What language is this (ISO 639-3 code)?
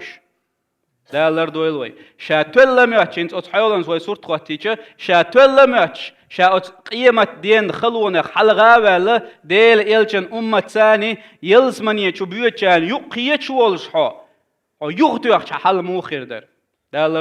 che